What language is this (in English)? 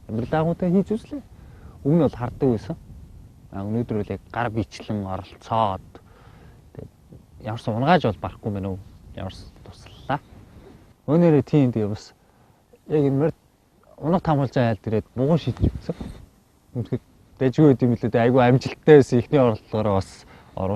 Mongolian